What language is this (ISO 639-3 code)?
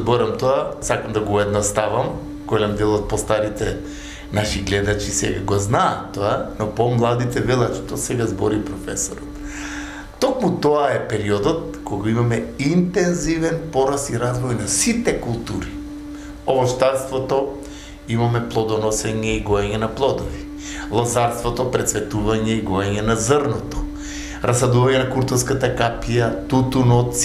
mkd